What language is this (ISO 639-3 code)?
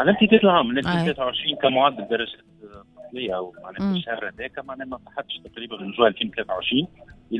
aeb